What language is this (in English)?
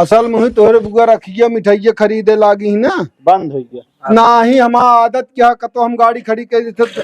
Awadhi